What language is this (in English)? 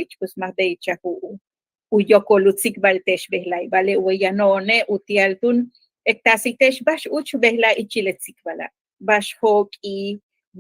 Yucateco